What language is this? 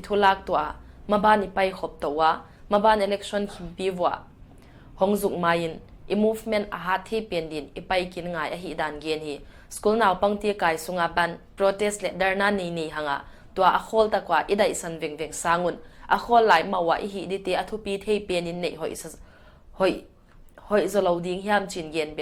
Paite Chin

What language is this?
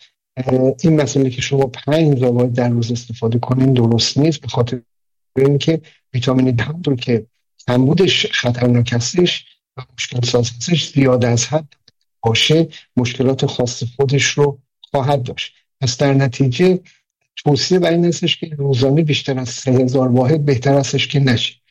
Persian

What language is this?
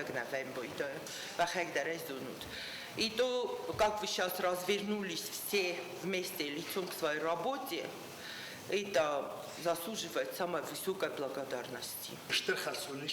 Ossetic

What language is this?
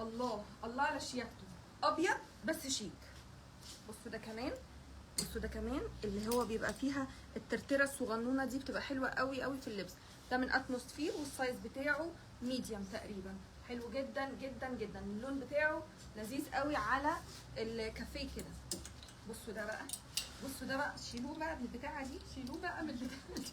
Egyptian Arabic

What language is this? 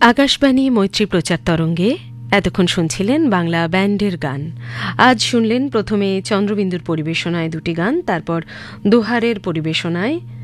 Bangla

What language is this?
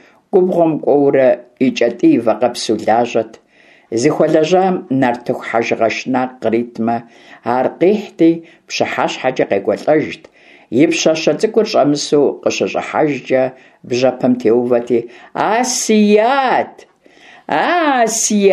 Kabardian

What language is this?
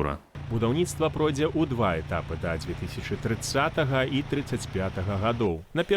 Belarusian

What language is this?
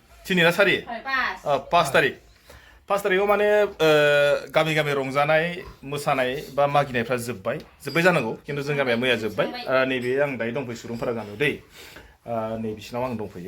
Bodo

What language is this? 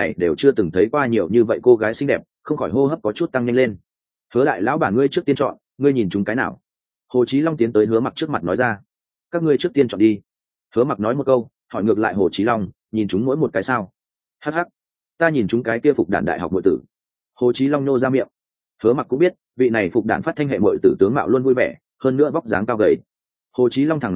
Vietnamese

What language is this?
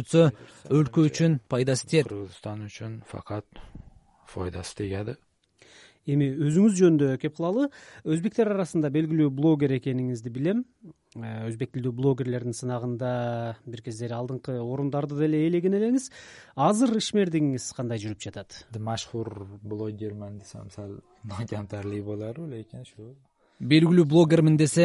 Kyrgyz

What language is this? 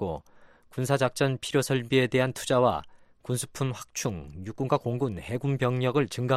Korean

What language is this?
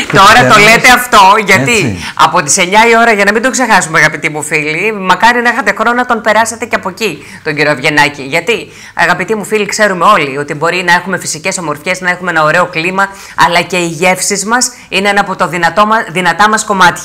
Greek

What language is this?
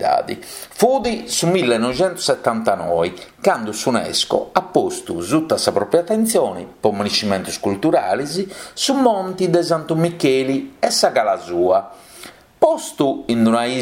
Sardinian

